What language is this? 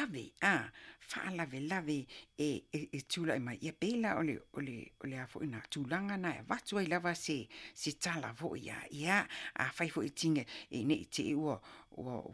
Samoan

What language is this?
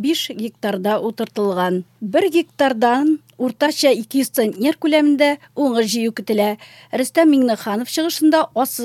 Tatar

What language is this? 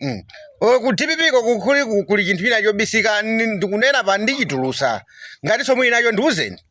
Nyanja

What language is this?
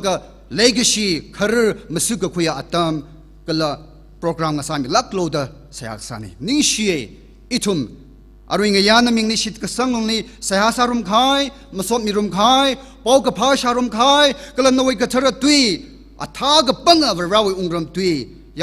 Tangkhul Naga (India)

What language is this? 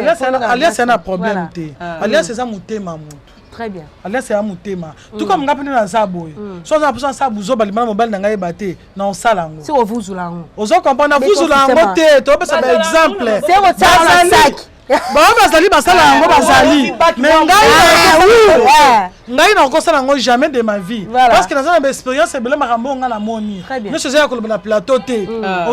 Lingala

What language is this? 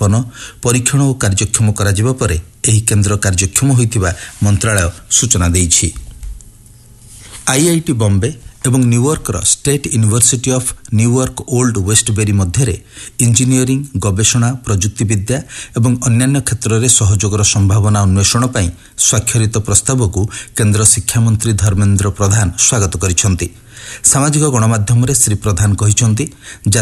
Odia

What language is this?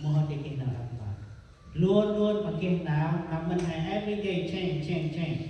Central Mnong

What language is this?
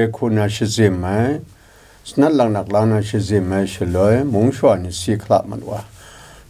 Kachin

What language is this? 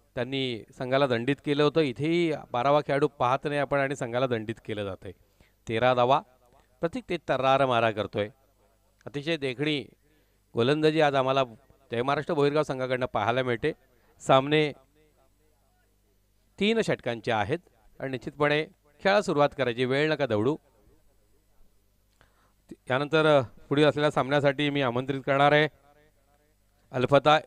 Marathi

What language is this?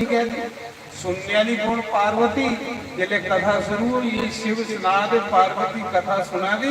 Dogri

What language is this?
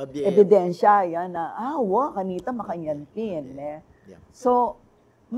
Pampanga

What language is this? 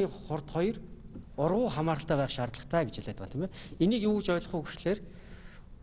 Mongolian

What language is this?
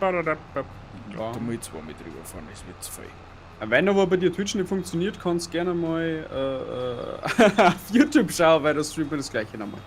Bavarian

